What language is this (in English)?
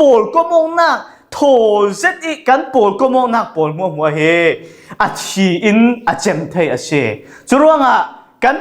Falam Chin